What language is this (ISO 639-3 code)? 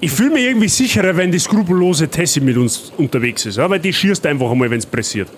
bar